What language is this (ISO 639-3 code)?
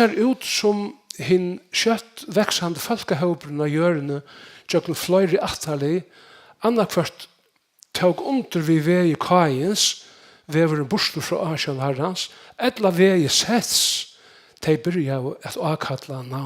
fao